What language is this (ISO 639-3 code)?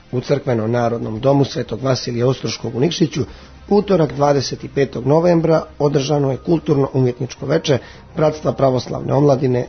srp